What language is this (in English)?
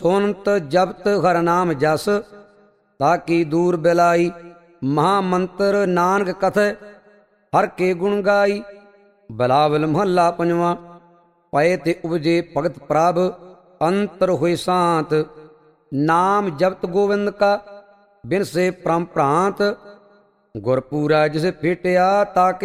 Punjabi